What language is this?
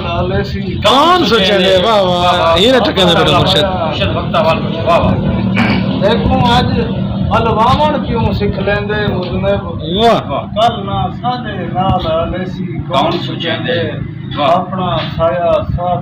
Saraiki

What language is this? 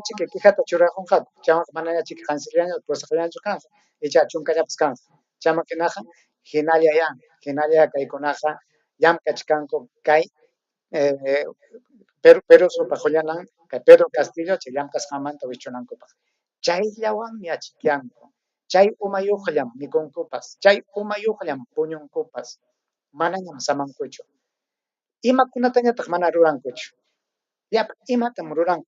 Ayacucho Quechua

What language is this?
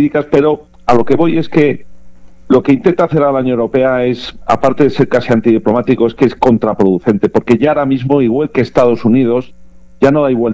Spanish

